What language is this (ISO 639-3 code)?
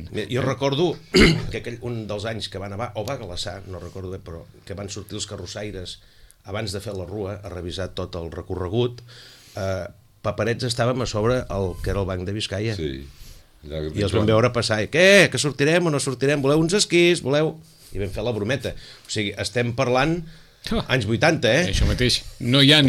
cat